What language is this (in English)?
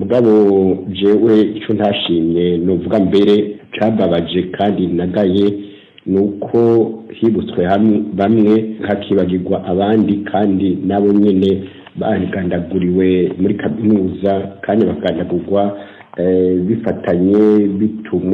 Rundi